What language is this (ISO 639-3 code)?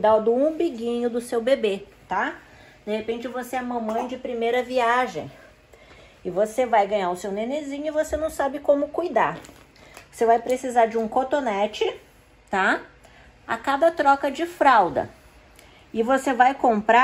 por